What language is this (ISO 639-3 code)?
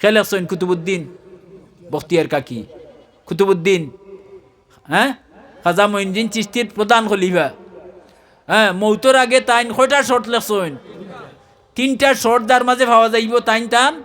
syl